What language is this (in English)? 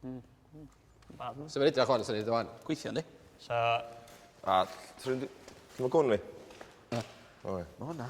Welsh